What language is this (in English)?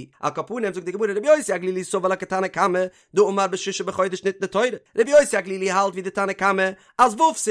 Yiddish